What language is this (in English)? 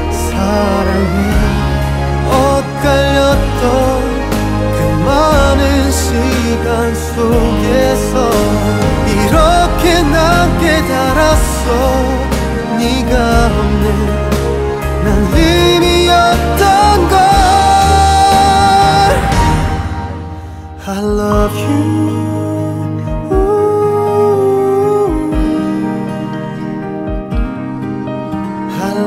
Korean